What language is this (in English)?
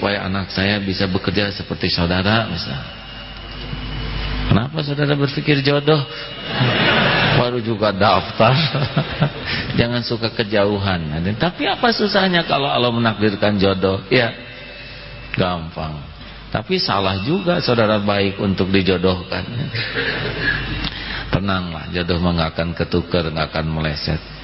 Indonesian